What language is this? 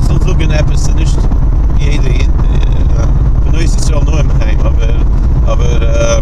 Yiddish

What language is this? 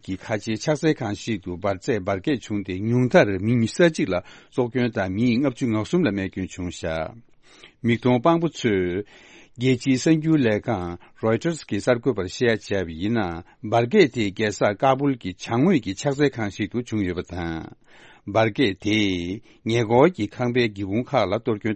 Tibetan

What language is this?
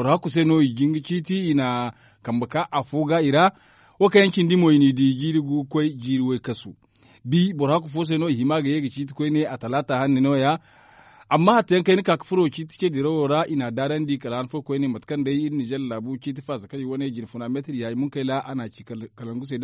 Zarma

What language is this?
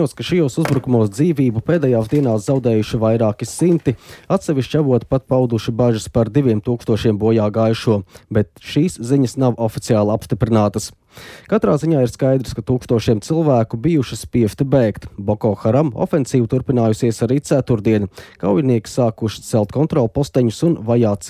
Latvian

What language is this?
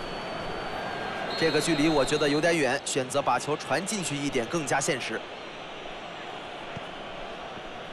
Chinese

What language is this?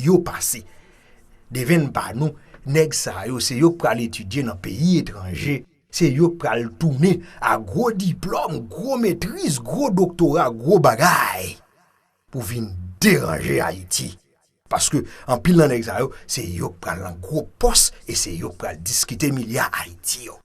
Haitian Creole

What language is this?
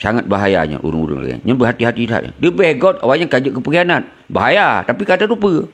Achinese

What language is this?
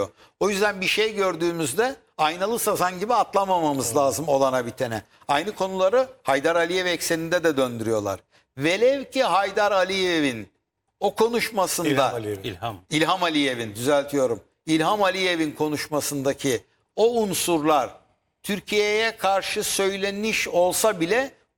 Turkish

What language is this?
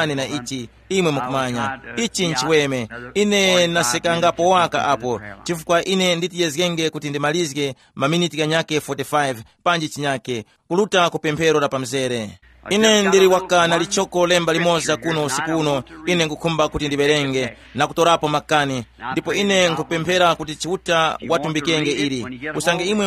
Tumbuka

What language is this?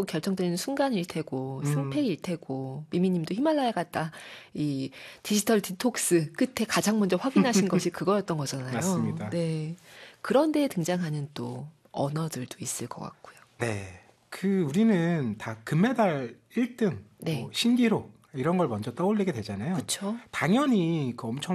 Korean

